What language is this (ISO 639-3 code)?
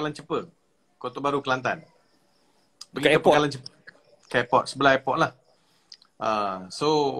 msa